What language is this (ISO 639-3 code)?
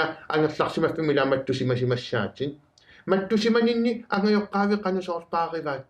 kal